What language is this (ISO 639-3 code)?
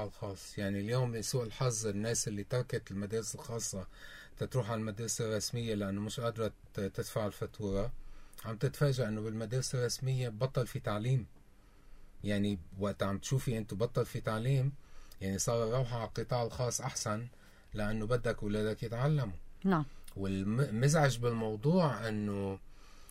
apc